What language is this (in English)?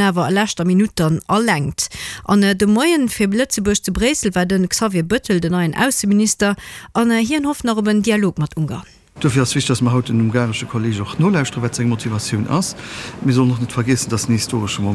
Luxembourgish